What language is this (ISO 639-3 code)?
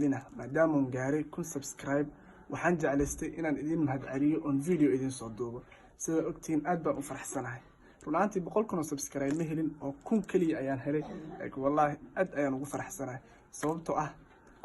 som